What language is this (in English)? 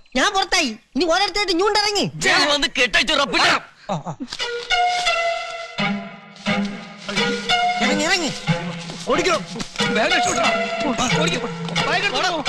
Malayalam